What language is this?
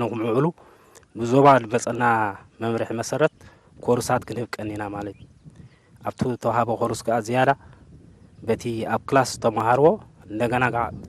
Tigrinya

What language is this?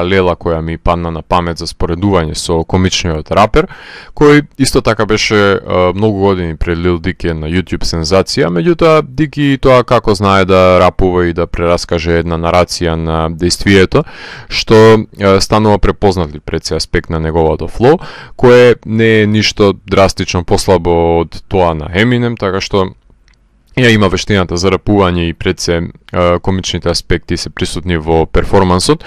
Macedonian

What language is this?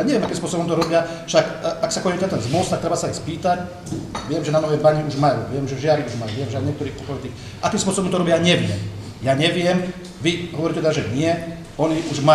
Slovak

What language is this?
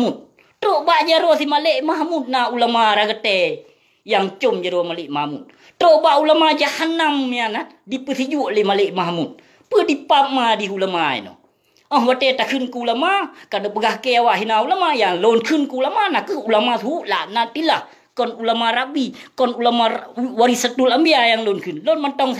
Achinese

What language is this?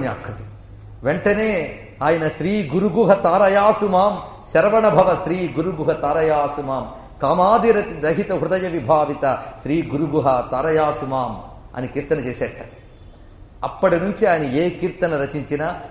Telugu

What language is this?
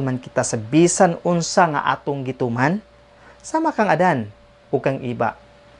Cebuano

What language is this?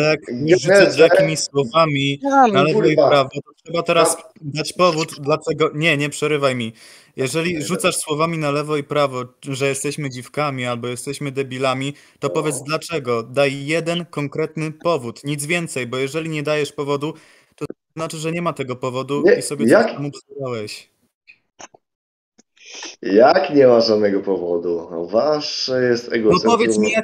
Polish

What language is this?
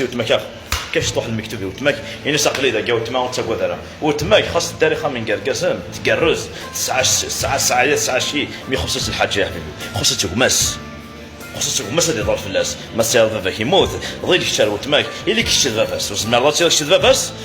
Kabyle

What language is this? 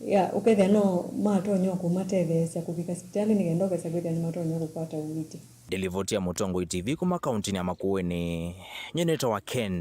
Kamba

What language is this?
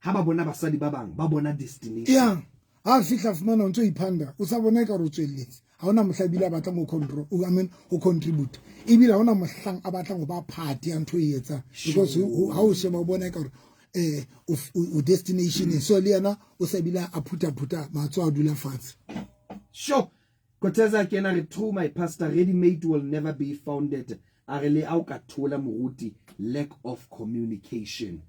Southern Sotho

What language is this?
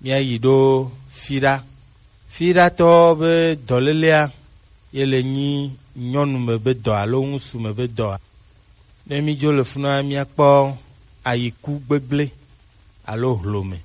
Gen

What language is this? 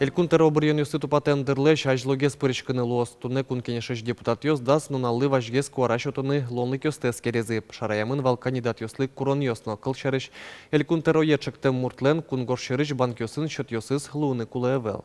Udmurt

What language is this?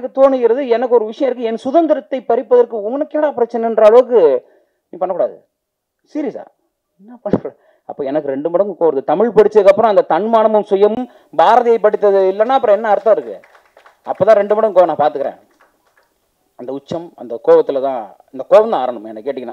Tamil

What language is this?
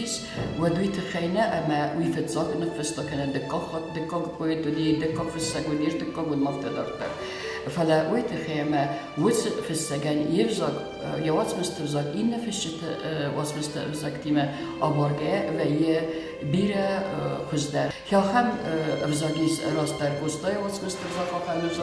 Ossetic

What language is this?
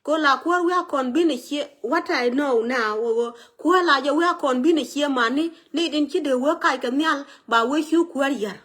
Nuer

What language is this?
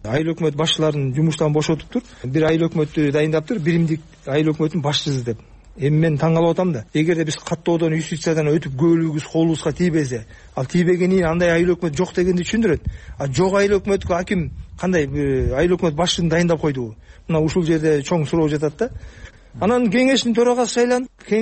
Kyrgyz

